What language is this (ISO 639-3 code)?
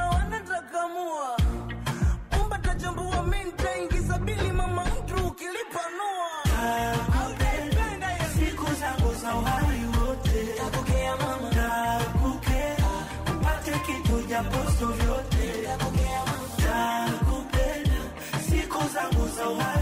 swa